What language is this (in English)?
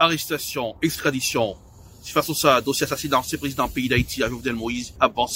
Haitian Creole